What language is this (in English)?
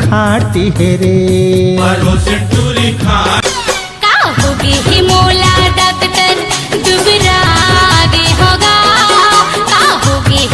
Chhattisgarhi